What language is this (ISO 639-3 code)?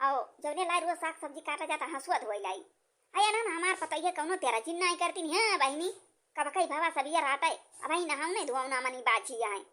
awa